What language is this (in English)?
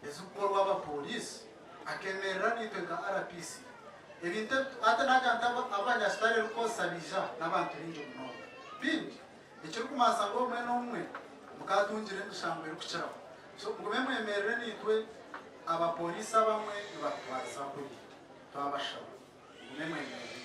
Nyankole